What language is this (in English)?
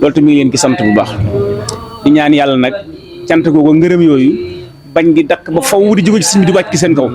Wolof